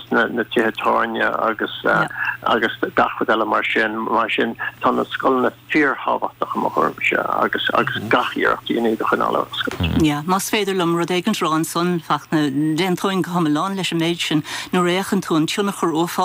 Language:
Irish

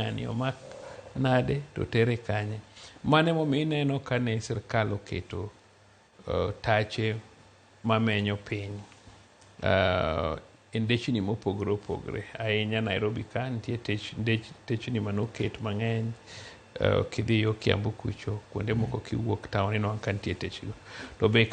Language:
Luo (Kenya and Tanzania)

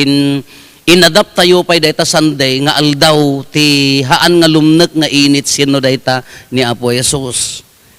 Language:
Iloko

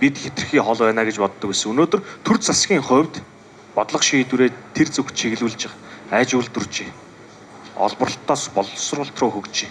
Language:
Mongolian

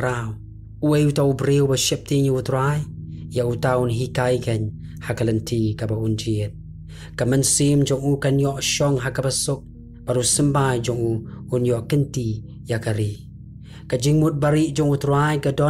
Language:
Khasi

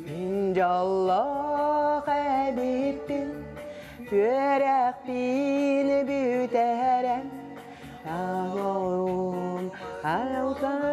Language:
Yakut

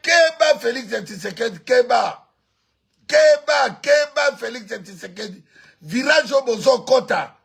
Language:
Lingala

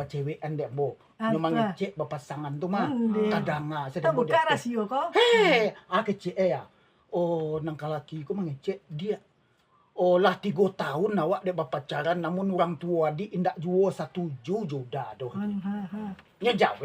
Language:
Minangkabau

